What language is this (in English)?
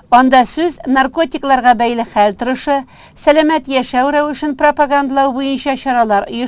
Tatar